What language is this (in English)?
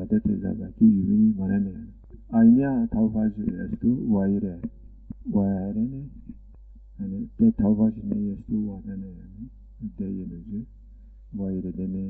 Zaza